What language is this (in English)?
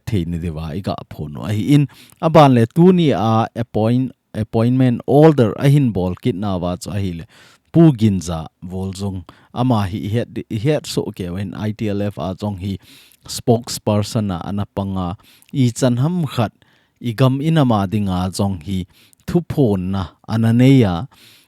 Thado Chin